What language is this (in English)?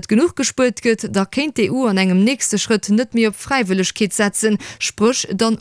Luxembourgish